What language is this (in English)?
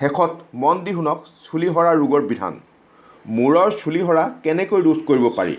Assamese